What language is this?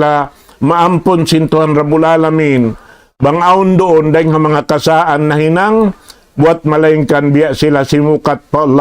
Tausug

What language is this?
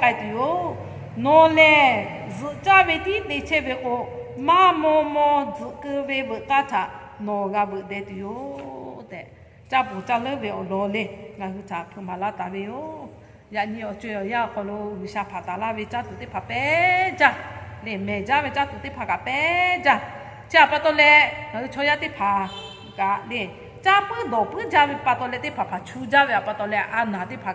Lahu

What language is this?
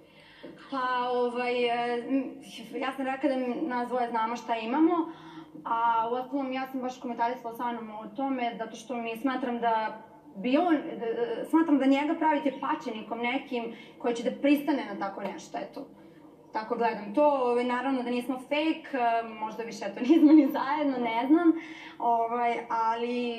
Serbian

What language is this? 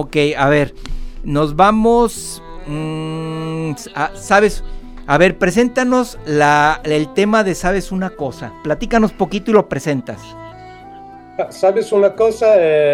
Spanish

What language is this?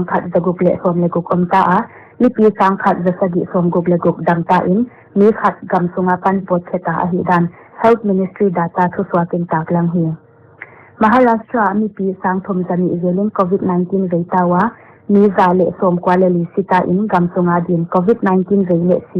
Paite Chin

